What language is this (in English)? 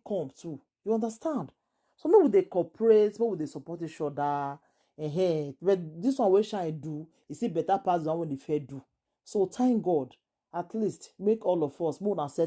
Nigerian Pidgin